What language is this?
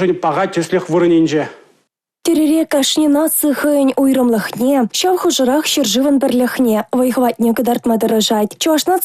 Chuvash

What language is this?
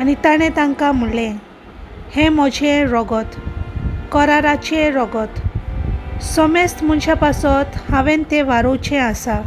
Konkani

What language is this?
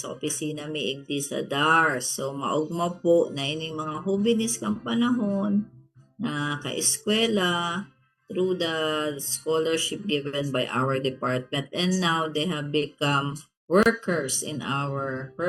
Bikol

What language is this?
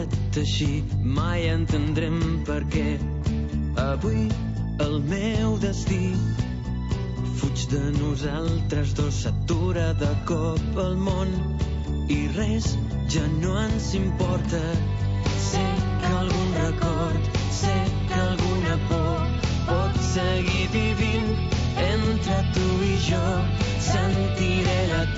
Catalan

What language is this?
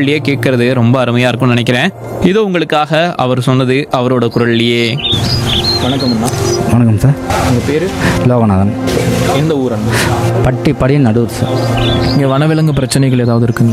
Tamil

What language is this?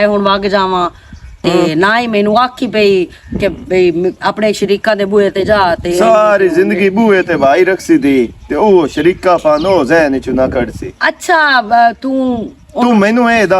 Western Panjabi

